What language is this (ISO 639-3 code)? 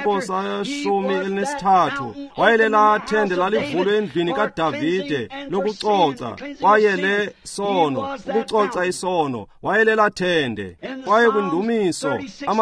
xho